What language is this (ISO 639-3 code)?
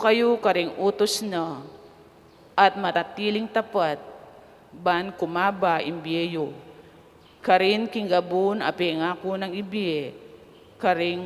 pam